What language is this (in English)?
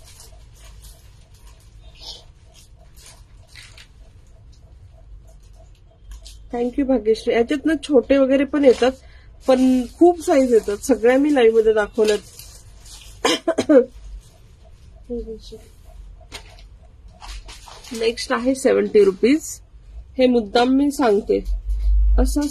Marathi